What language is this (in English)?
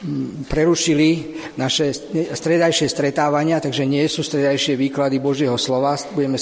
Slovak